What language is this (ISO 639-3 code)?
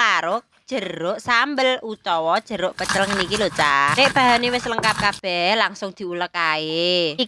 jav